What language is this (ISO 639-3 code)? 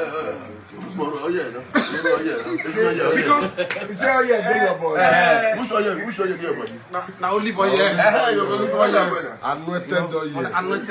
pcm